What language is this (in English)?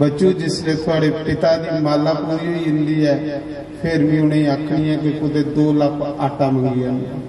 Dogri